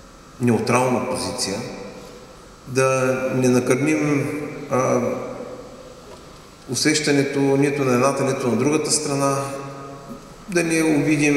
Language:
Bulgarian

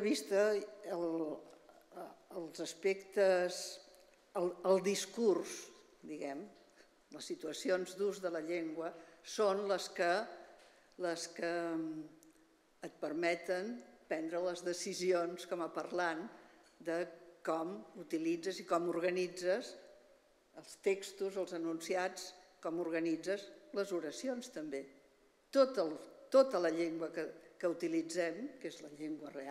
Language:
Catalan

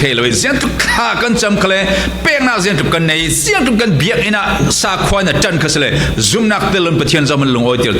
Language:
Falam Chin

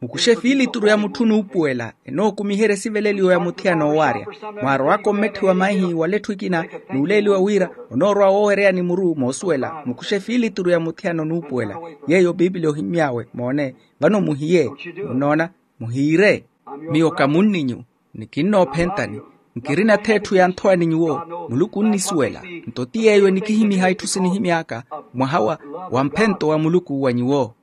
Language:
Makhuwa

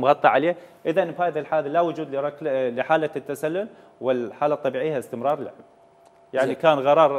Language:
Mesopotamian Arabic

